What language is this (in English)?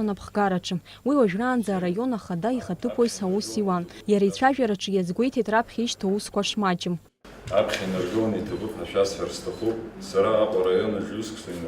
Abkhazian